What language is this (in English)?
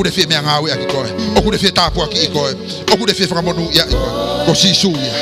Tongan